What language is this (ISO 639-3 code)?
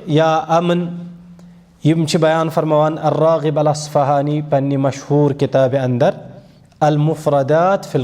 kas